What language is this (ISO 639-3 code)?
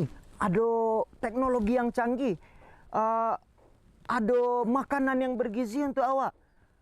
min